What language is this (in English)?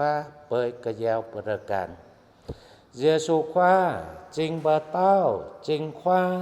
Jarai